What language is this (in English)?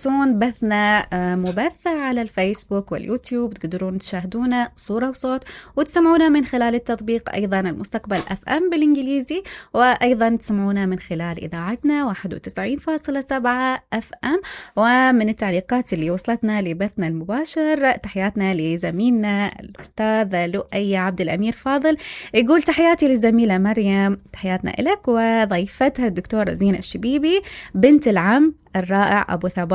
Mesopotamian Arabic